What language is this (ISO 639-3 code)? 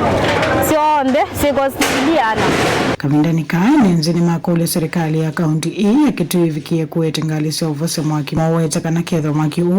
kam